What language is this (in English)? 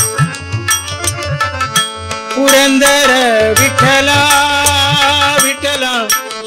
Kannada